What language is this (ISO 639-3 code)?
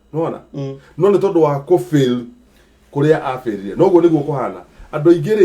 kik